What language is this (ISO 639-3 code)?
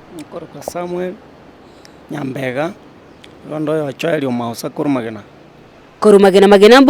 guz